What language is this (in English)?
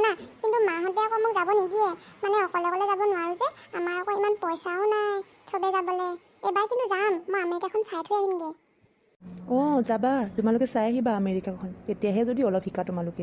Assamese